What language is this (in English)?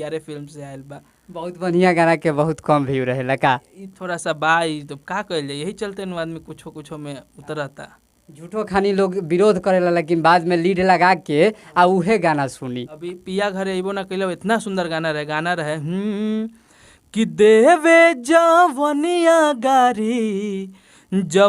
Bhojpuri